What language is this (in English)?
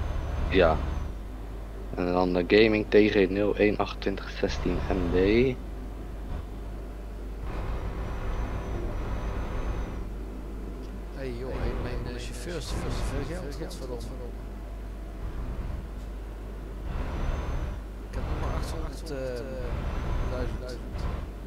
Dutch